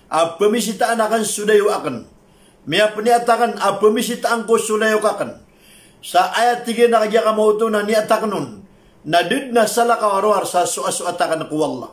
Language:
Maranao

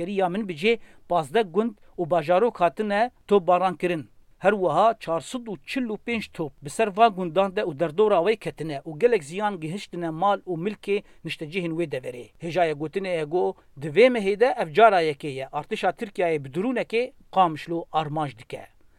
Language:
Kurdish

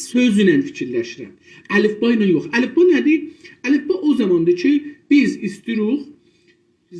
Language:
South Azerbaijani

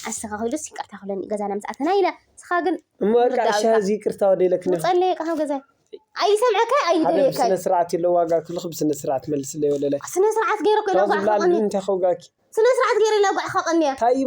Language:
Tigrinya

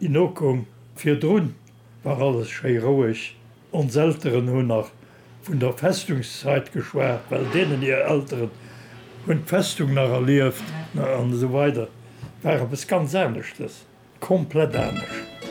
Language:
Luxembourgish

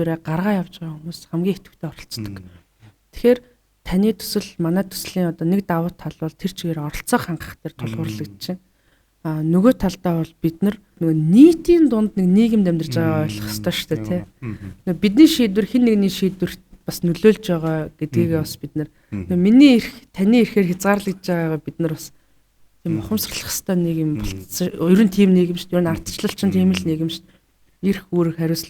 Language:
Mongolian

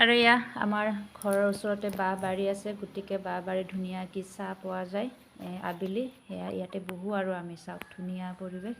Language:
Assamese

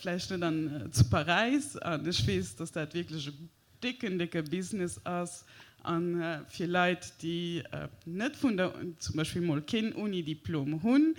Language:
Luxembourgish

